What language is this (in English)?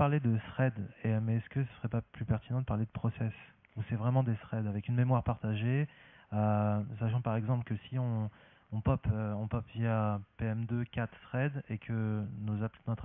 French